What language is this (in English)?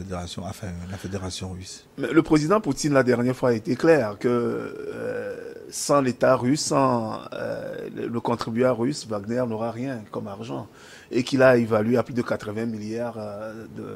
French